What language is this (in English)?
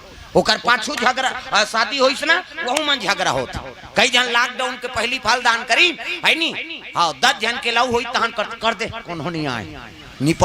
Chhattisgarhi